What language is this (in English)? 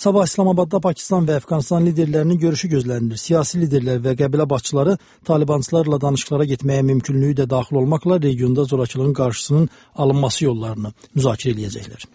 Azerbaijani